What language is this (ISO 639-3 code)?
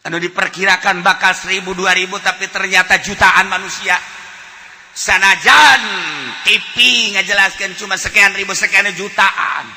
sun